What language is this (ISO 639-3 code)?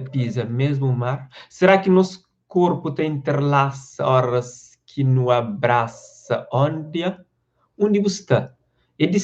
kea